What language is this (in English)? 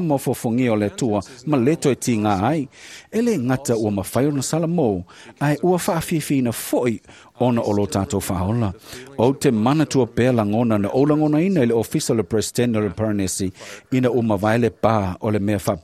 Samoan